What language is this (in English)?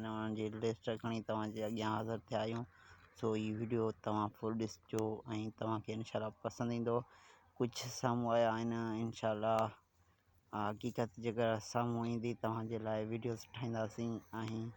Sindhi